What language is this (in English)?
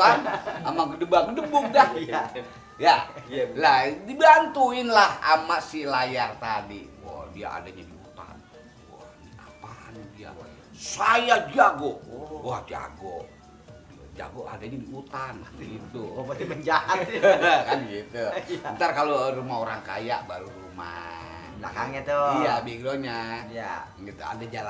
Betawi